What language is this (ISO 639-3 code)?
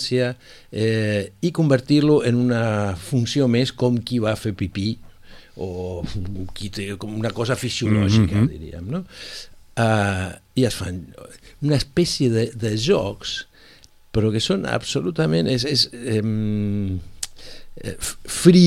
cat